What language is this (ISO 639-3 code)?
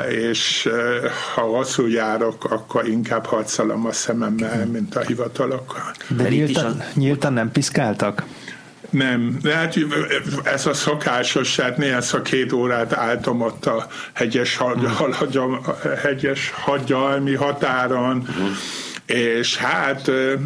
hun